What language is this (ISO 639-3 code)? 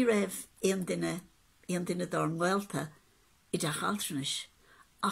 gle